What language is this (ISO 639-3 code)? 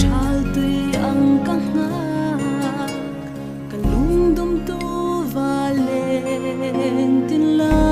hmr